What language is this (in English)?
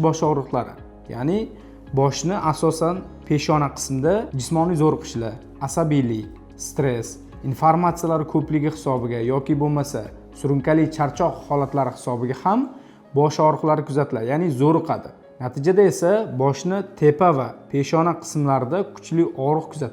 Uzbek